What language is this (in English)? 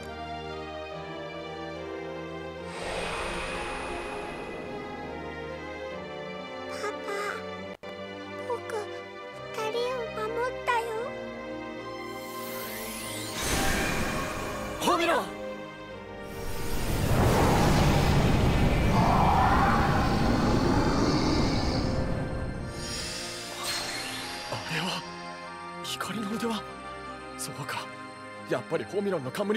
Japanese